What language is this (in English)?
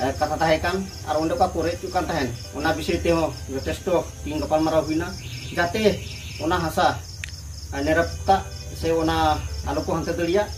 Santali